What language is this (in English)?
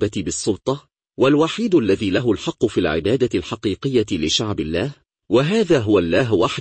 Arabic